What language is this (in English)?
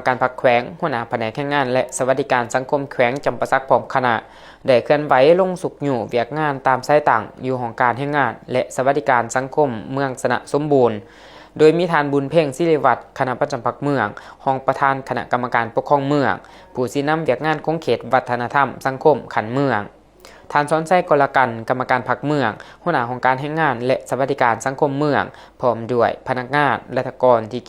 Lao